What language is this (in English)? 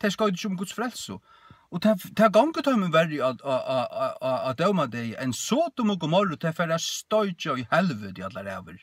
Faroese